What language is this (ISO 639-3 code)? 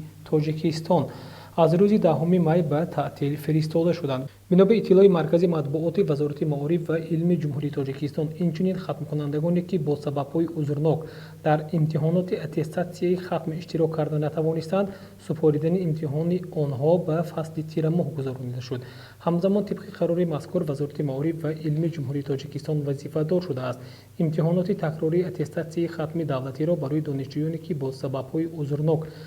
tgk